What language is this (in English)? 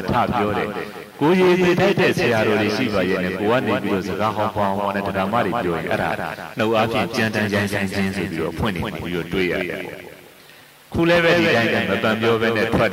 Burmese